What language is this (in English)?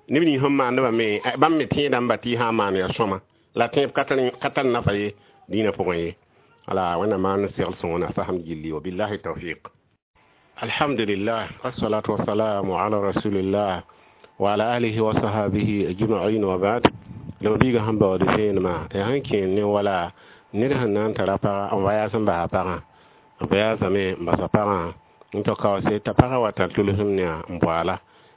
Mossi